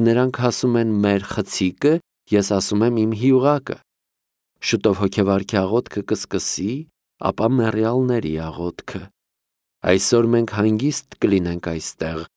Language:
Armenian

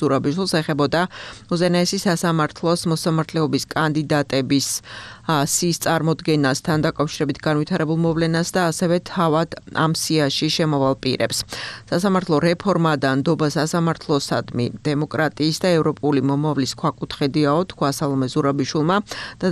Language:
Georgian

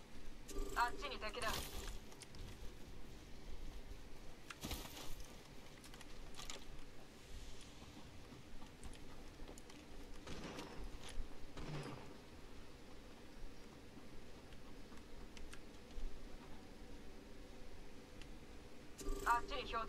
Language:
Japanese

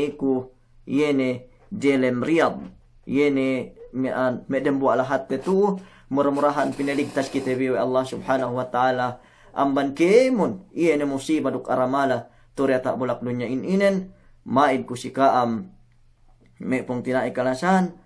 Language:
Yakan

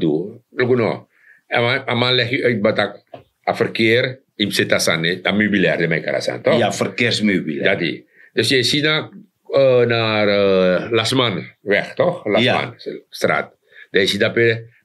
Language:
Sranan Tongo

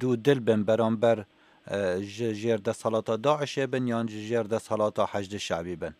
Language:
Kurdish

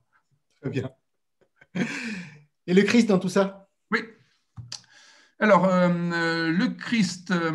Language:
French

